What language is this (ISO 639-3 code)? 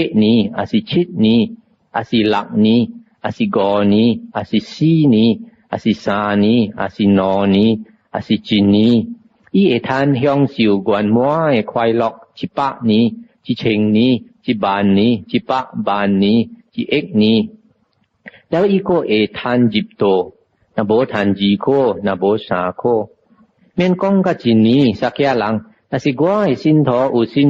nan